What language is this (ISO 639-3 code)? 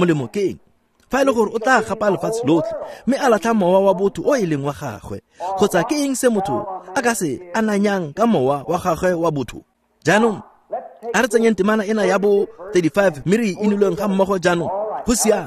tsn